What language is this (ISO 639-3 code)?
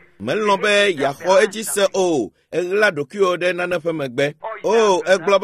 ewe